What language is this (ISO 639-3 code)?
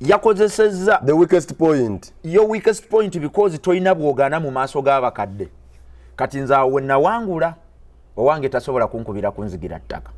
lug